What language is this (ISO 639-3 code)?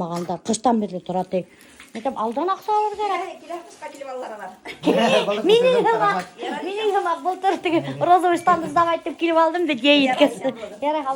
bak